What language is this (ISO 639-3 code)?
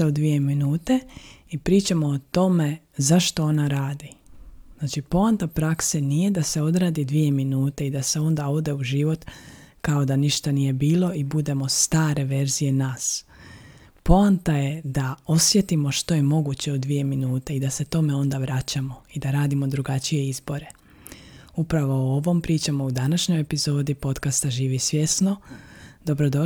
hrv